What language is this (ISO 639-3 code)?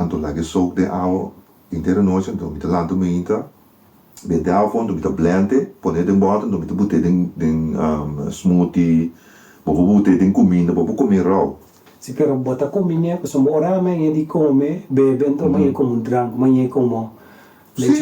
pap